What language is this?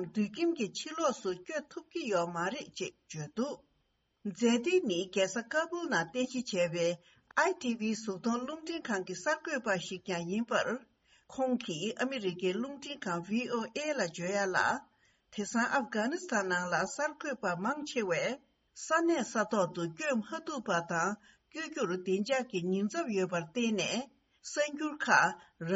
Tibetan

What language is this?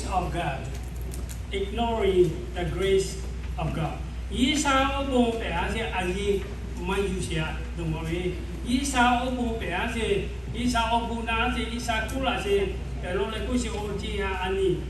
Lahu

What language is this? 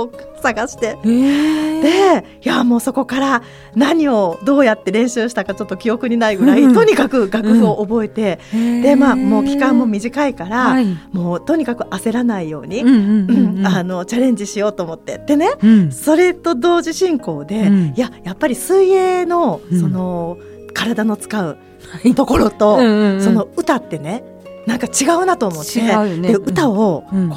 Japanese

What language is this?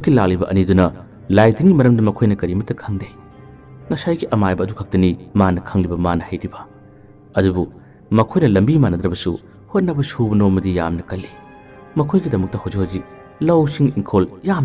Manipuri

